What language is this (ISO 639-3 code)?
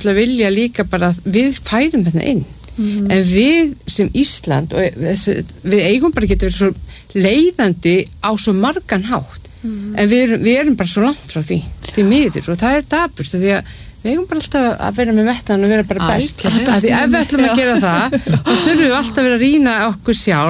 isl